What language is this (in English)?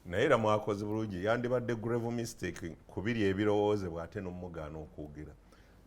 Ganda